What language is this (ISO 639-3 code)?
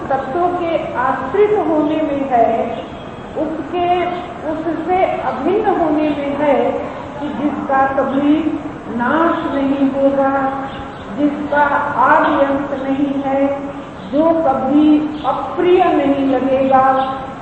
hin